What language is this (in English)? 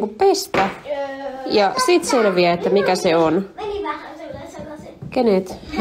Finnish